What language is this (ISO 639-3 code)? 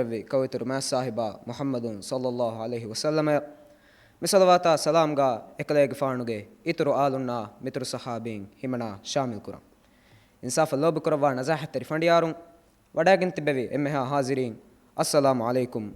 div